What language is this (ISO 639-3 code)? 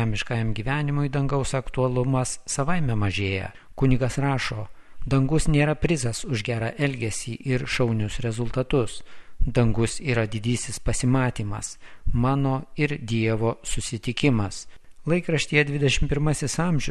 lit